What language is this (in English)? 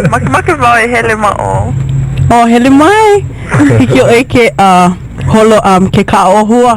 Hawaiian